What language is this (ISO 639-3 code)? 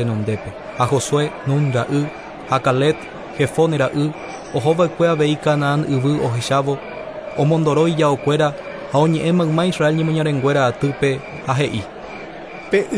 grn